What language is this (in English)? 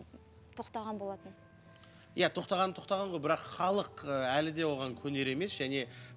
Kazakh